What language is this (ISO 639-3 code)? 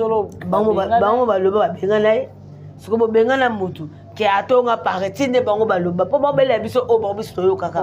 lin